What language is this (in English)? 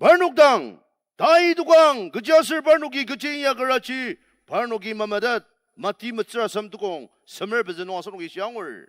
Ao Naga